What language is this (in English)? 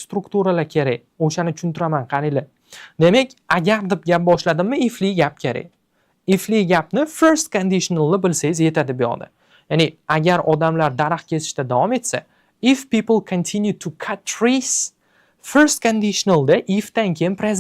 Uzbek